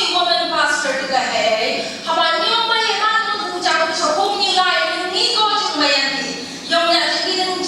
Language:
Phom Naga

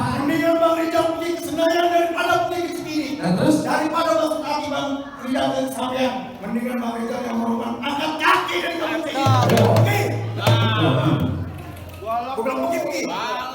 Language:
Betawi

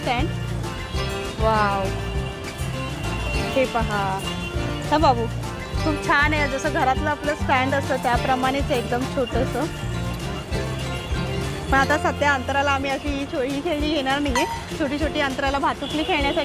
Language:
Marathi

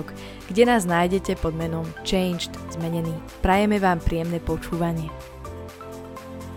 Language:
Slovak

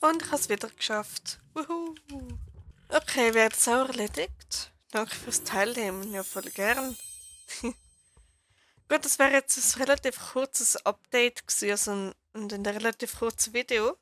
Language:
Swiss German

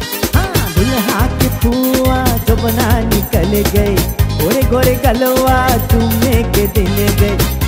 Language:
Bhojpuri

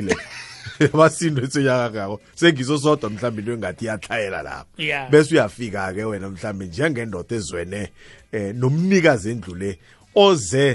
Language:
South Ndebele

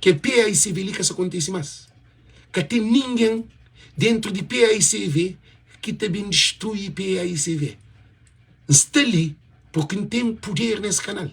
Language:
Kabuverdianu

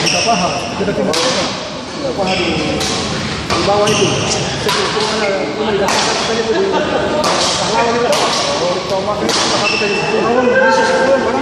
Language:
Ambonese Malay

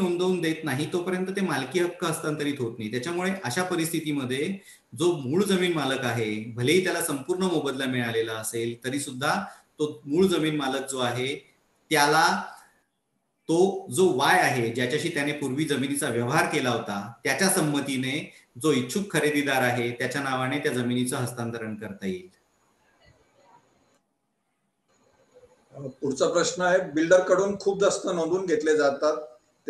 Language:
Marathi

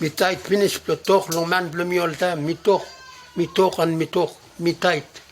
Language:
Bislama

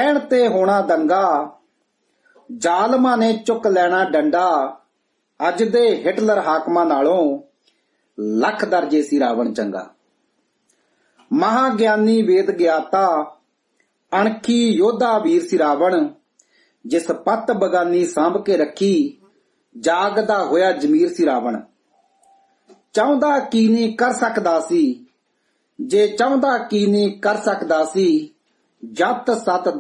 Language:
Punjabi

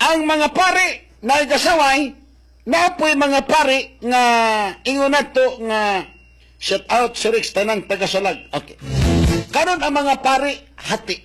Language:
Cebuano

